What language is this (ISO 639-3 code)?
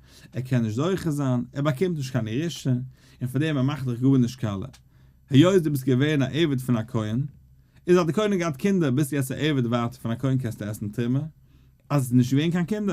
yid